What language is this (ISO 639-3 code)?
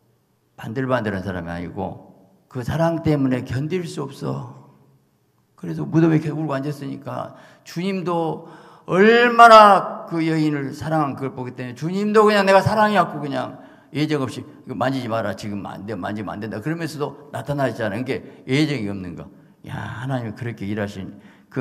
kor